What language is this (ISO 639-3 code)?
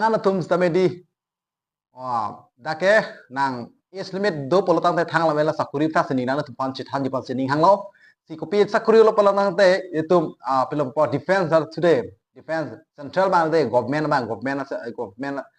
mjw